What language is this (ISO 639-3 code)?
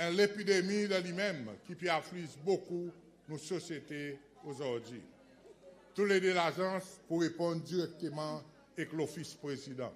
crs